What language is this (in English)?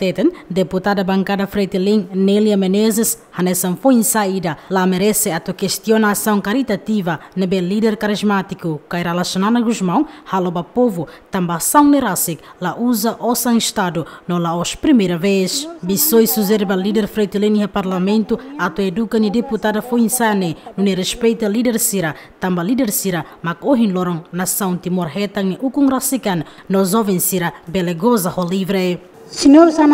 Tetum